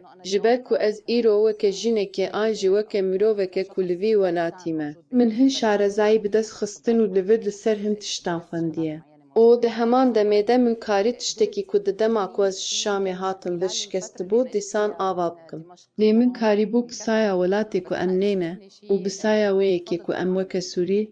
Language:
Kurdish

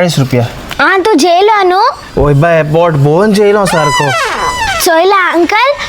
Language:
Konkani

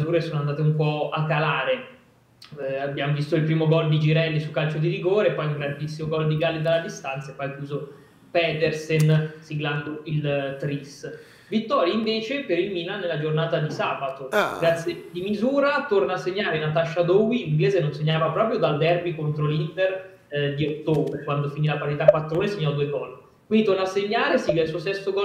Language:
Italian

